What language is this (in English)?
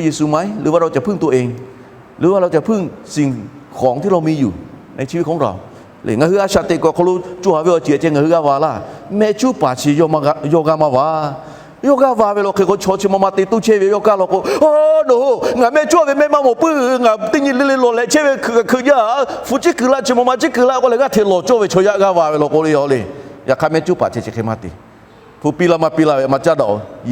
Lahu